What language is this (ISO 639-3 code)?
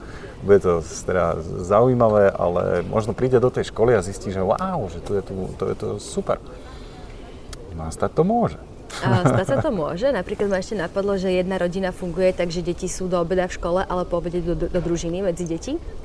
slk